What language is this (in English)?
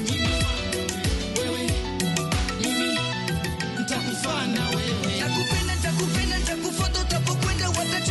Swahili